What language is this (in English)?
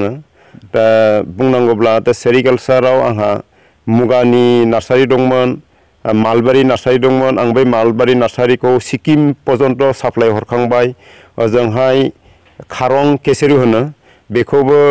Bodo